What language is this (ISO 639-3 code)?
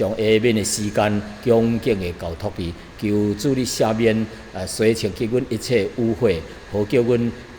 nan